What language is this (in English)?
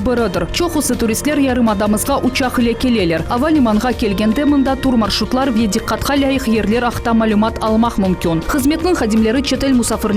Crimean Tatar